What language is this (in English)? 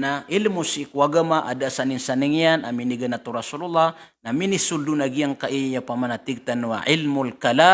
Maranao